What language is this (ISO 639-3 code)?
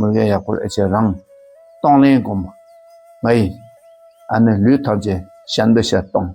dka